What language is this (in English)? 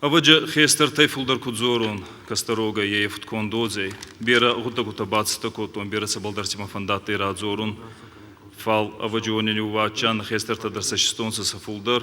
Ossetic